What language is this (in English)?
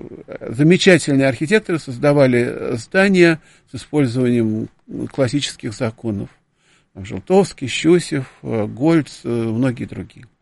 Russian